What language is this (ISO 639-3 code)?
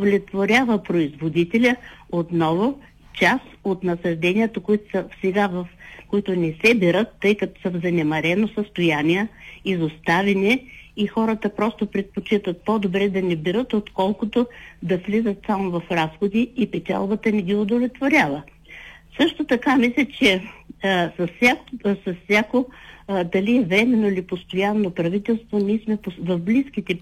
bul